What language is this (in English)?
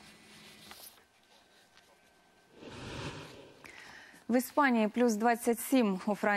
Ukrainian